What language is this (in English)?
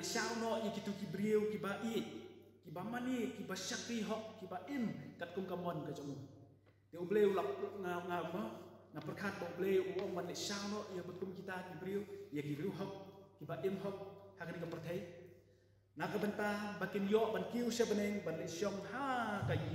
Khasi